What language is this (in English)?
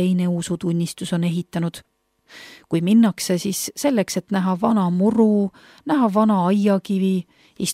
Estonian